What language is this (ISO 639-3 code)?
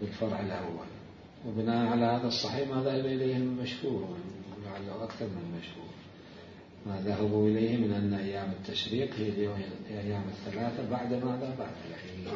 acm